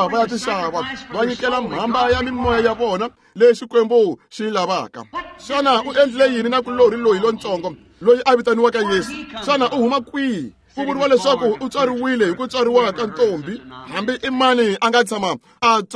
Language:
Tsonga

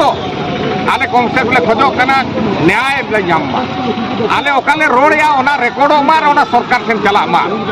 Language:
Santali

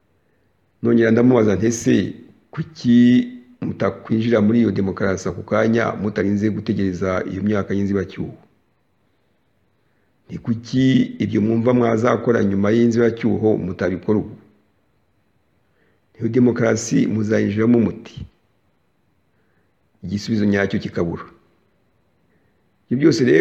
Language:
Kinyarwanda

